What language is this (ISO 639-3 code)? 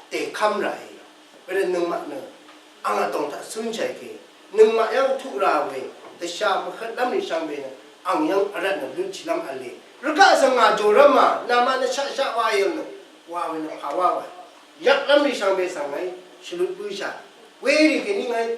raw